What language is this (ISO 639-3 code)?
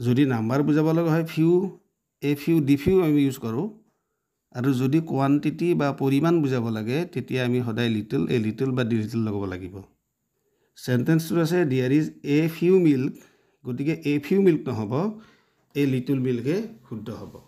asm